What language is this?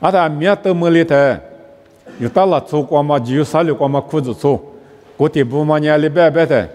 Lisu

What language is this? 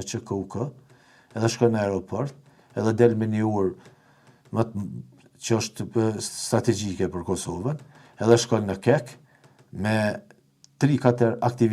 Albanian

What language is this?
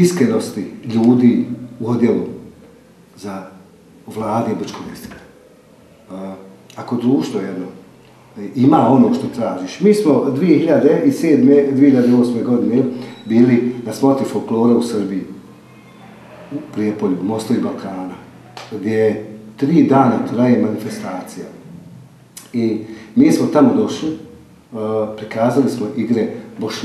Bosnian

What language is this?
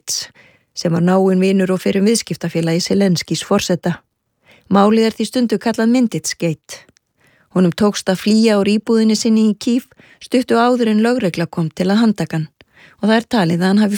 Icelandic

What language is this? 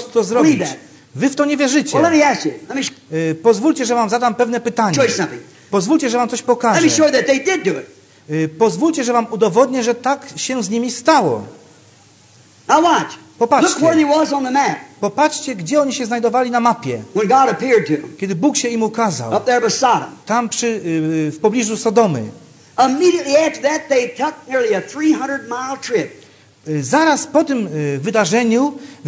Polish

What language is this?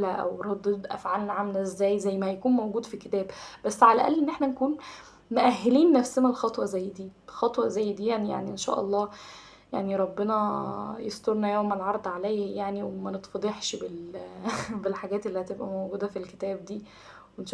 Egyptian Arabic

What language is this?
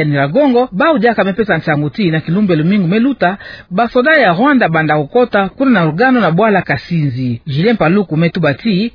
Kituba (Democratic Republic of Congo)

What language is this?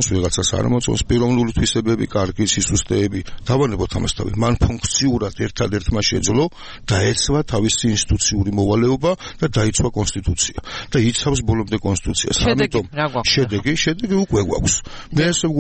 Georgian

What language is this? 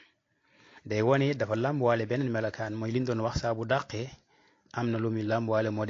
Wolof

